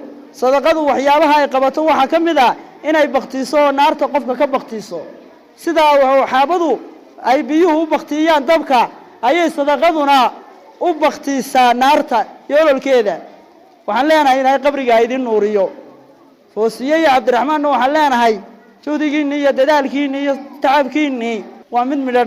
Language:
Somali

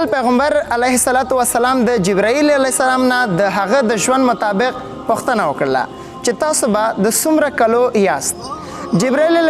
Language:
Pashto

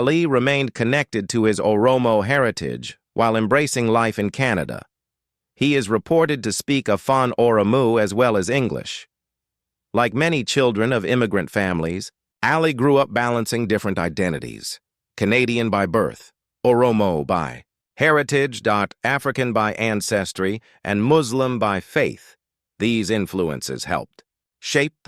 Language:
English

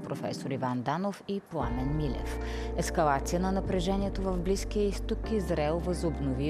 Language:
Bulgarian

